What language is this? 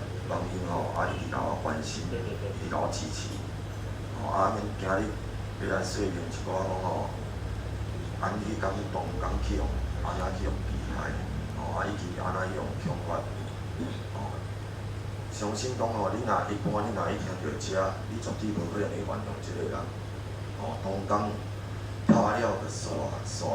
Min Nan Chinese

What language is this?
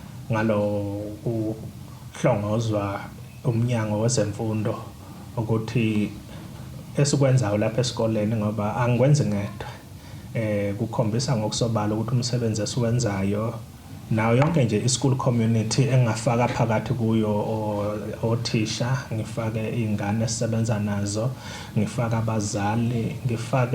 Zulu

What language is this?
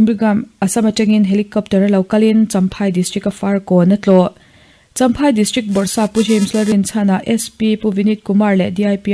Mizo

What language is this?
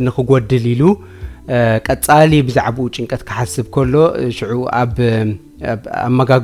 Tigrinya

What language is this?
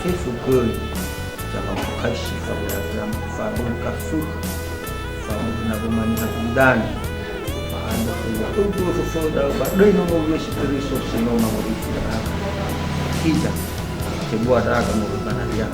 Nias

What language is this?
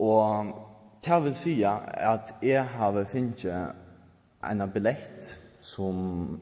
Faroese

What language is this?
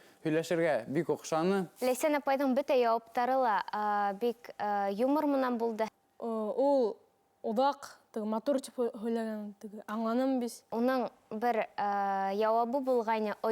Bashkir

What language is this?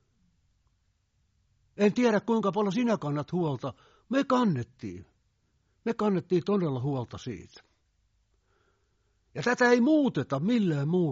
Finnish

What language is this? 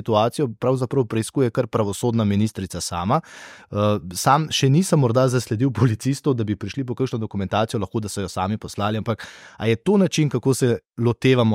Slovenian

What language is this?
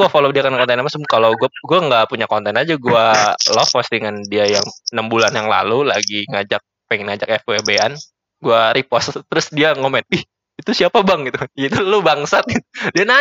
Indonesian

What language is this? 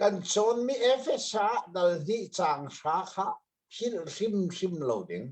Hakha Chin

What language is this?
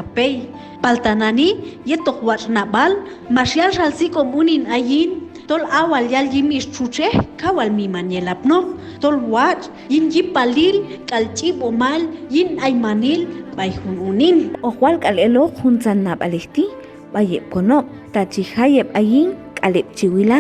Q'anjob'al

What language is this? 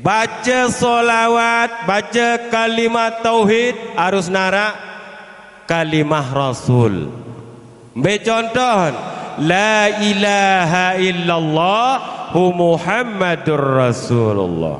Sasak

